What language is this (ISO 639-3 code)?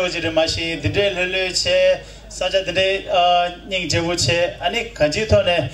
bod